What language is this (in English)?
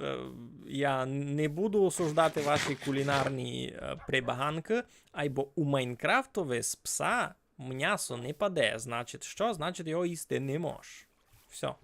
Rusyn